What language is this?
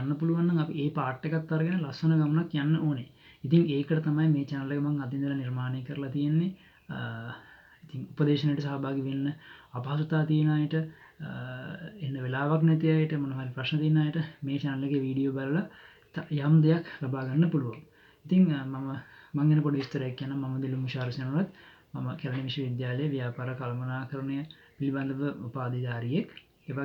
Sinhala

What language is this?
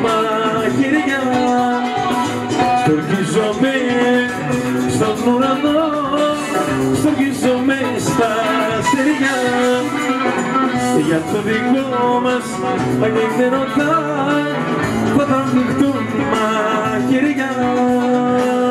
Greek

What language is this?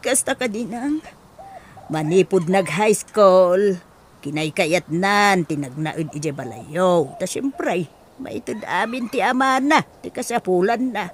Iloko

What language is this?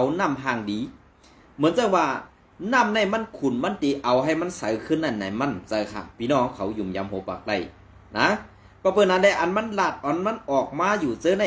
Shan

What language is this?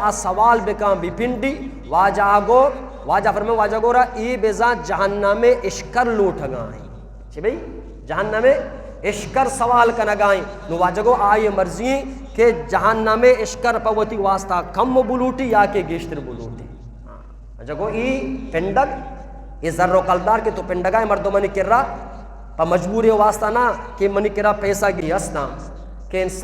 Eastern Balochi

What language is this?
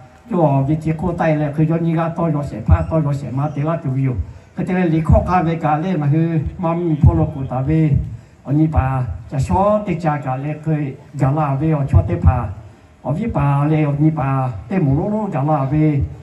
Lahu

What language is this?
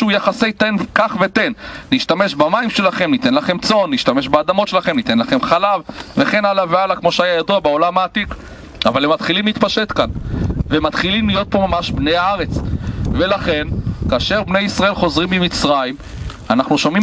Hebrew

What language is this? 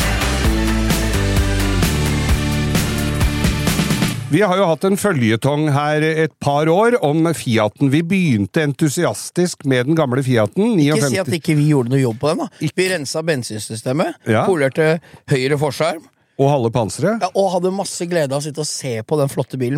Norwegian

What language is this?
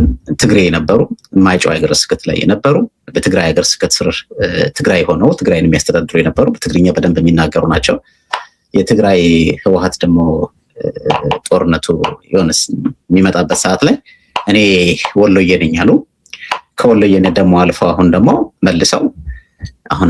Amharic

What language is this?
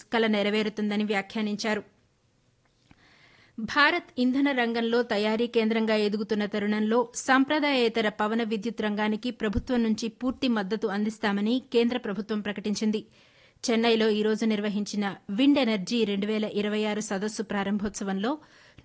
Telugu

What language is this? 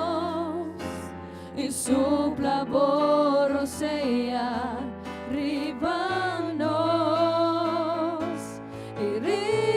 Papiamento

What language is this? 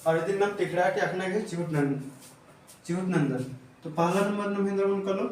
Kurukh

